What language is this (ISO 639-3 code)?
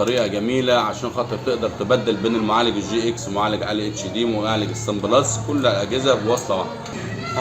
arz